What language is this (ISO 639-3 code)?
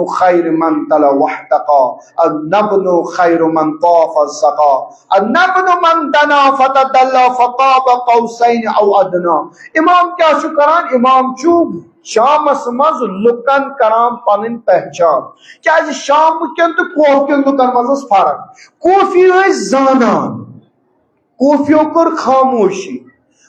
kas